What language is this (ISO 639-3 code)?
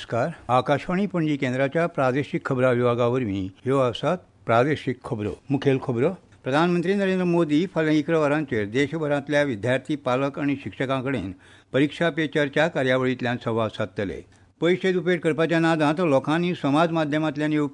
kok